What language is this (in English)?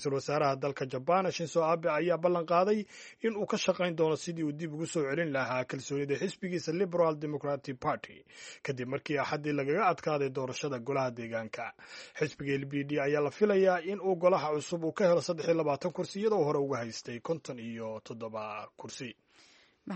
Somali